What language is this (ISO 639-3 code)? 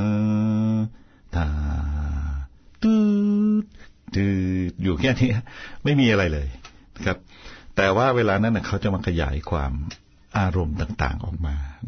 tha